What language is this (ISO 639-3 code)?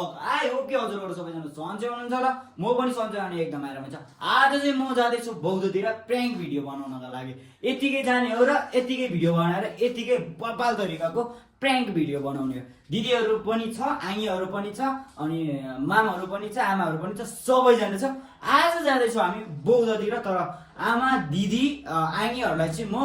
nep